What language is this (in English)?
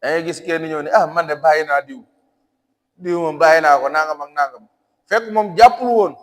Wolof